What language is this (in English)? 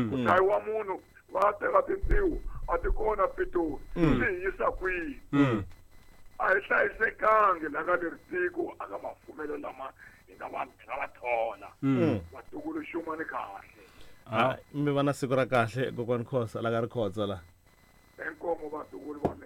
Tsonga